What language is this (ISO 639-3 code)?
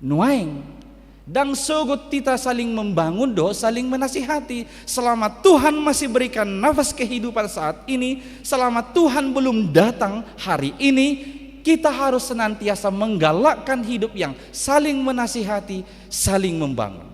bbc